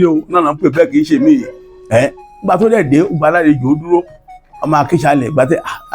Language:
Yoruba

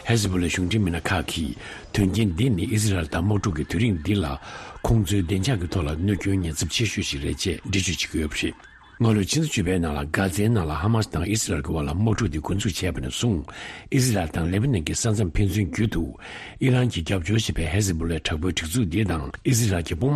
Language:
Tibetan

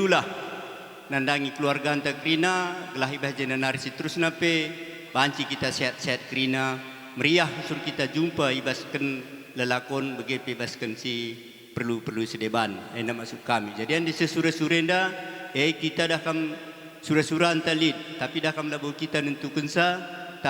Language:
Batak Karo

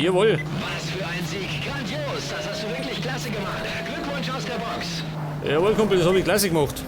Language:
Bavarian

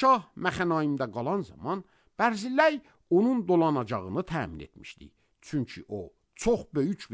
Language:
Azerbaijani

